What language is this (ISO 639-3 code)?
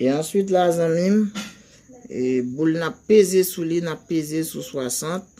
hat